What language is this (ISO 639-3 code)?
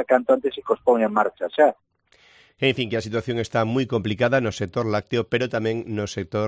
glg